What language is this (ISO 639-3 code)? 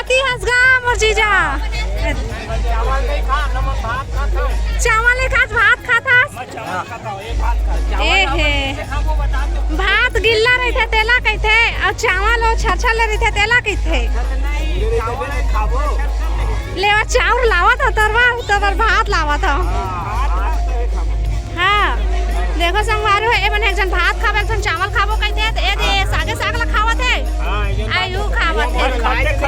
hne